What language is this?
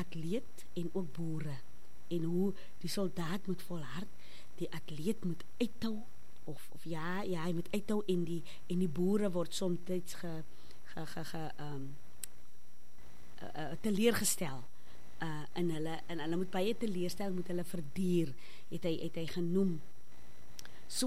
Afrikaans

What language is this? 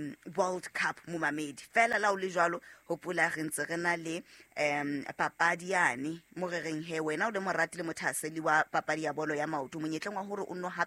Southern Sotho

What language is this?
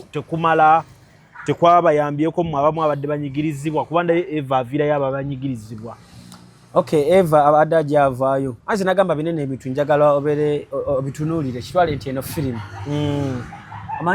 Ganda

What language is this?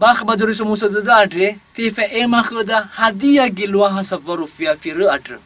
Nias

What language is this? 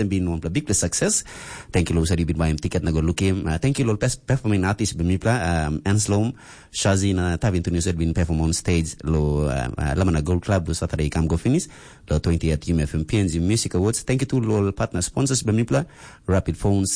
Tok Pisin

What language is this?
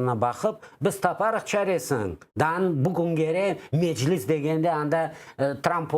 Crimean Tatar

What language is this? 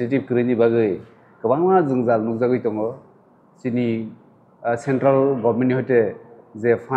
Kok Borok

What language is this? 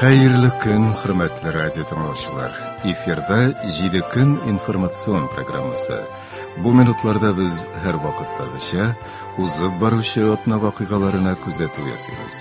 Tatar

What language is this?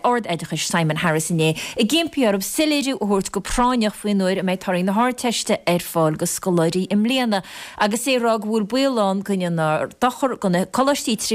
Irish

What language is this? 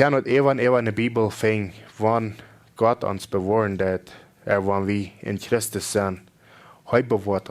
Plautdietsch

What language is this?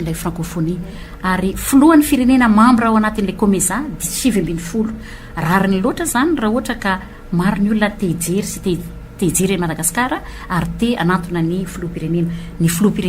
Malagasy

